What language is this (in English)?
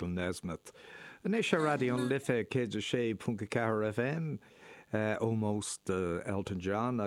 Irish